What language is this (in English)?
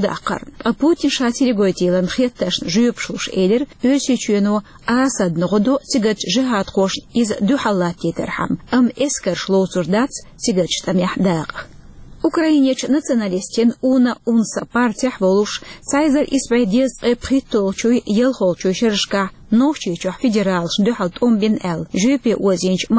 Chechen